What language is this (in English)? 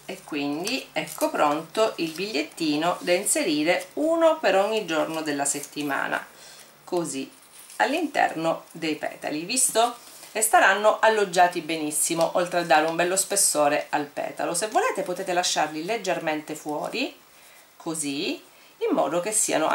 Italian